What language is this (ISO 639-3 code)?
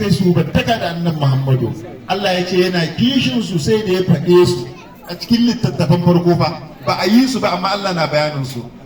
hau